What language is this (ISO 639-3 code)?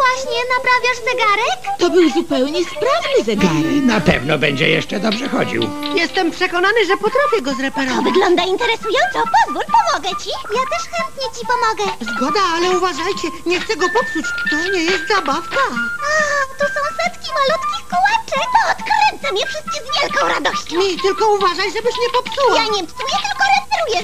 pol